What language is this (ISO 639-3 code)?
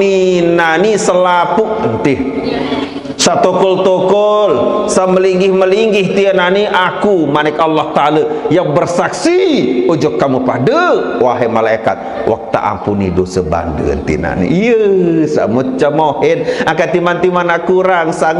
sas